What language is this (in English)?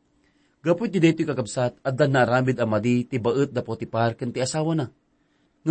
Iloko